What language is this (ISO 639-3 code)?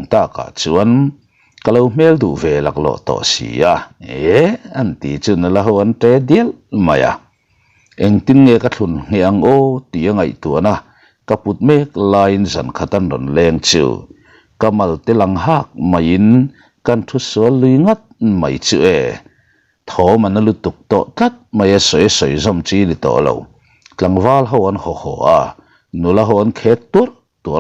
lus